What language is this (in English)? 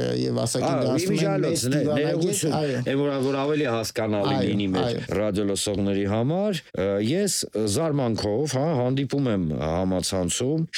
Armenian